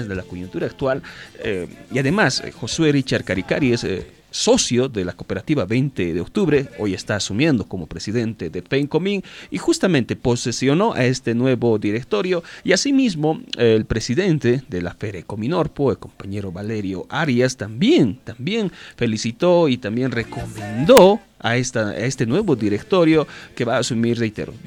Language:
Spanish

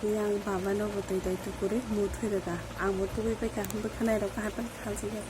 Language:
Kok Borok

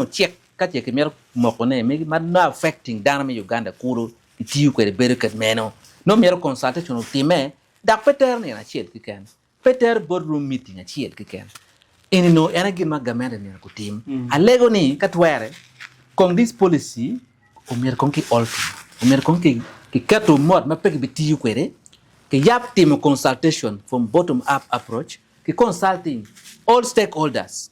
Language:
Acoli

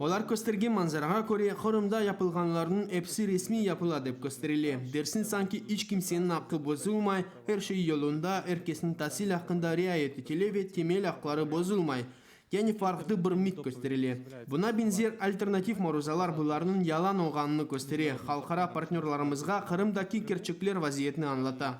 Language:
Crimean Tatar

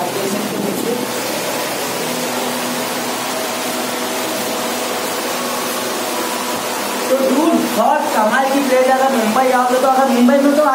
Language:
Hindi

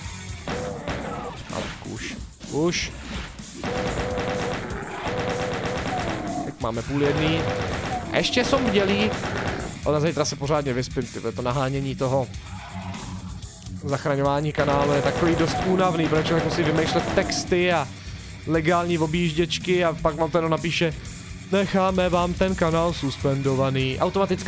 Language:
Czech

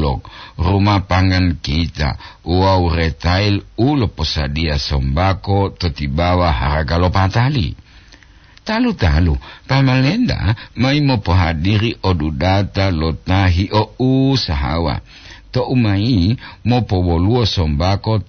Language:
Gorontalo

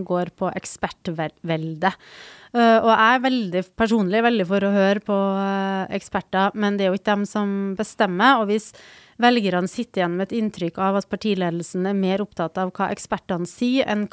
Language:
Norwegian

